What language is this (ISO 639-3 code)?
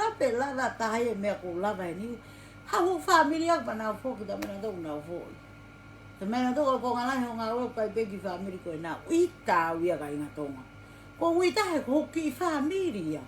ton